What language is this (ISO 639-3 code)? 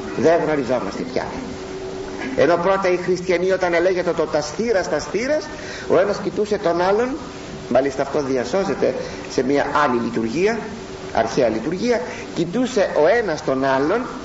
ell